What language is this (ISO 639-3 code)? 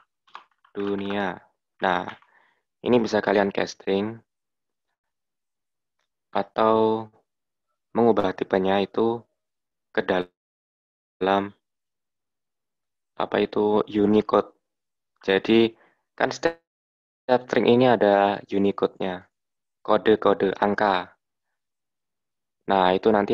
ind